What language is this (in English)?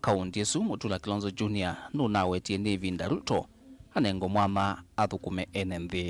Kamba